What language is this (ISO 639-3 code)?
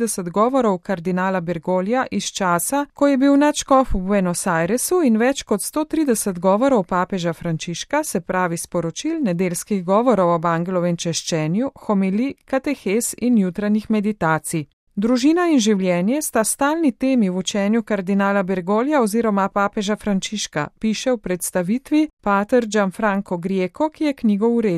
slv